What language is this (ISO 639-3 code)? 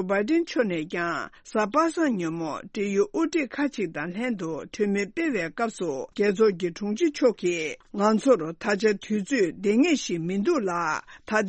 bod